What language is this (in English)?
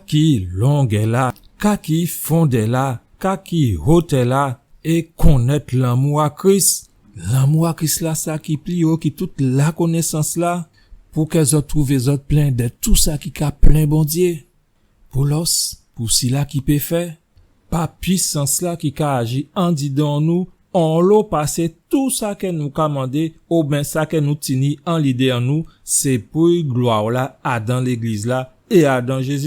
Guadeloupean Creole French